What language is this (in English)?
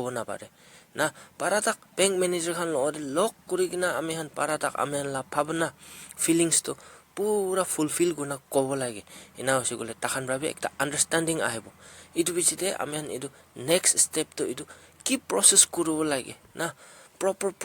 Naga Pidgin